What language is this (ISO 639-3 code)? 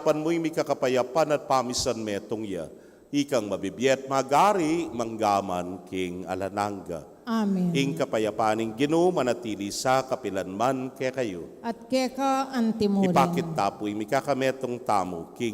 pam